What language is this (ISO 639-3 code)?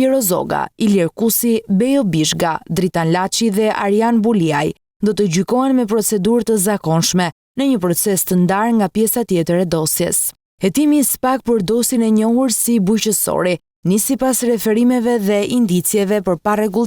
sqi